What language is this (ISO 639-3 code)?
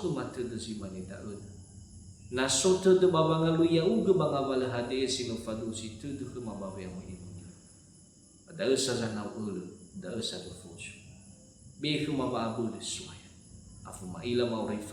nia